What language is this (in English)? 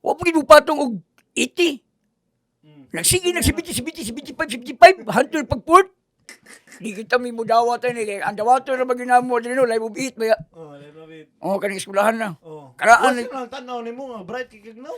Cebuano